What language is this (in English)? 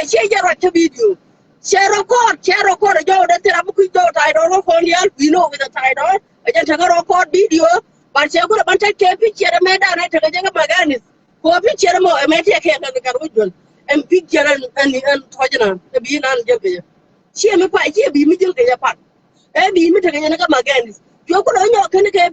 Nuer